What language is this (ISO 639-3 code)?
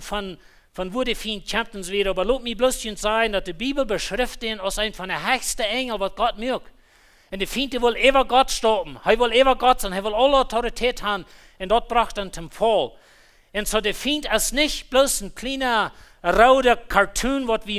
pdt